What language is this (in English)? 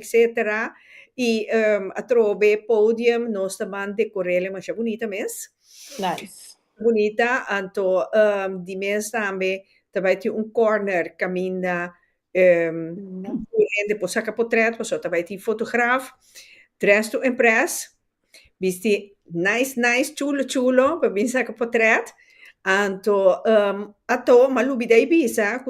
Papiamento